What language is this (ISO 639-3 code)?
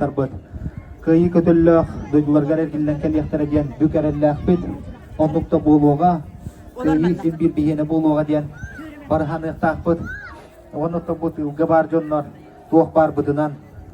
sah